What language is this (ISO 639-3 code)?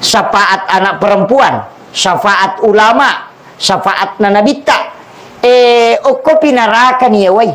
bug